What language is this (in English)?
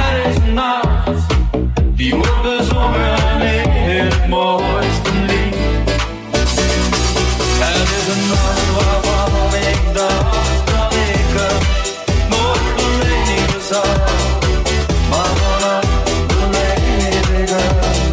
Dutch